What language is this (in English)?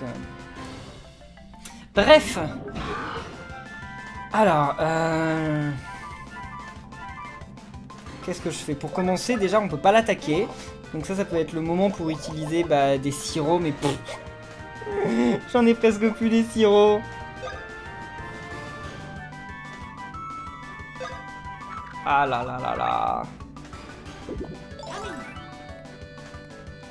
French